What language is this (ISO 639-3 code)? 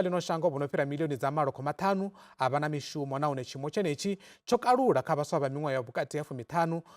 ven